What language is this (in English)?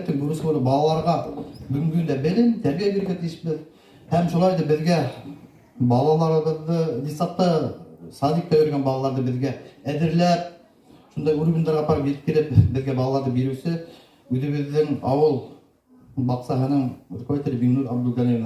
Bashkir